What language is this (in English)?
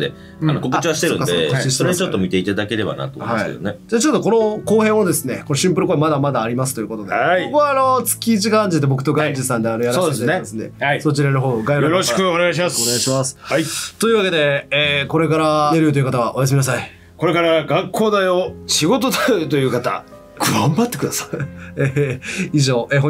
Japanese